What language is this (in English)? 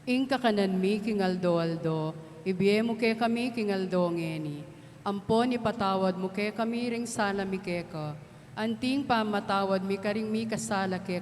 Pampanga